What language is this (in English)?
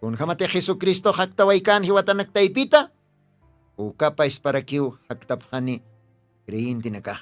Aymara